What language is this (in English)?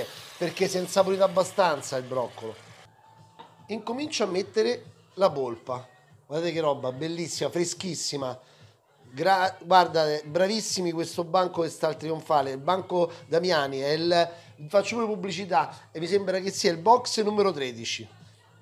Italian